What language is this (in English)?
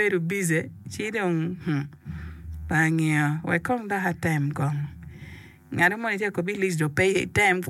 Acoli